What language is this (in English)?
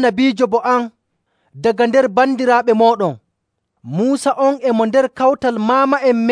Nigerian Fulfulde